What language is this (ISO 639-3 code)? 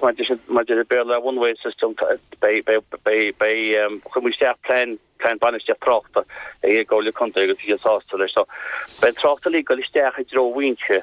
gle